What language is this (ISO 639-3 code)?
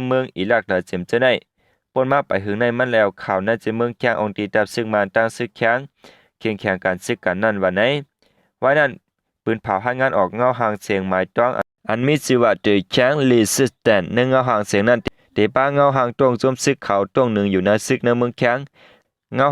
shn